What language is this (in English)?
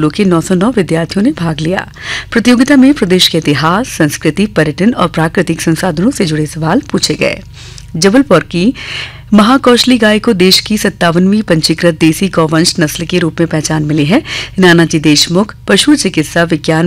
Hindi